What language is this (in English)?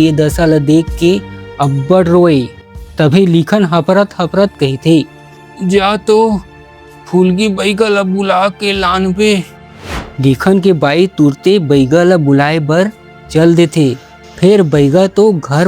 Chhattisgarhi